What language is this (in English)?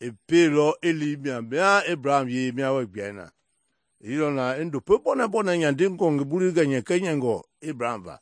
Mende